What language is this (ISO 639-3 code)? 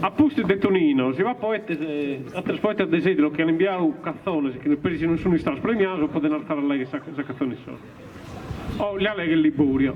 srd